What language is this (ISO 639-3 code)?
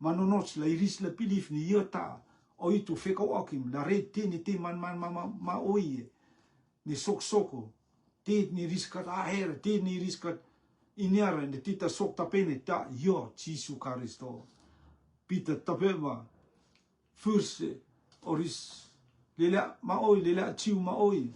rtm